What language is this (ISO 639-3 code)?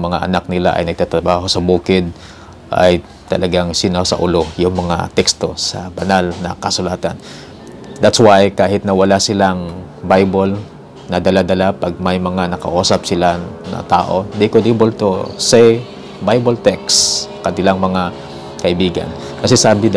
fil